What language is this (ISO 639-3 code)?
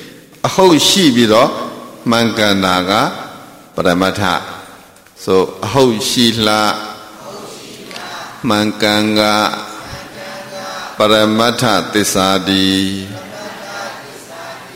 mya